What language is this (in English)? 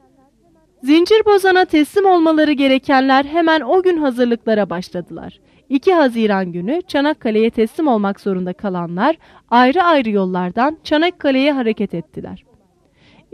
Turkish